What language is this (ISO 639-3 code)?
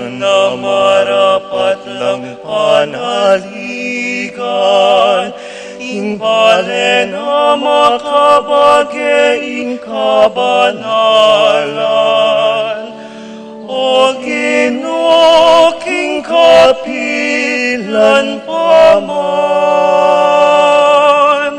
pam